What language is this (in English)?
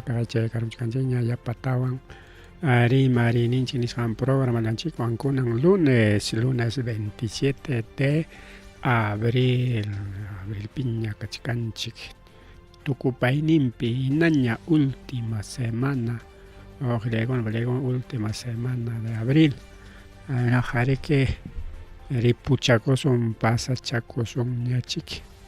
Ayacucho Quechua